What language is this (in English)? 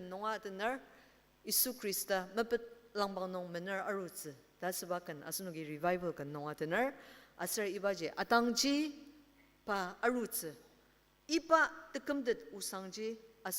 Ao Naga